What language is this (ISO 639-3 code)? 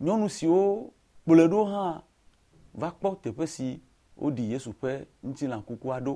ewe